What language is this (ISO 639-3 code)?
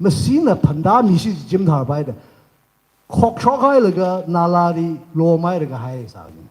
nmf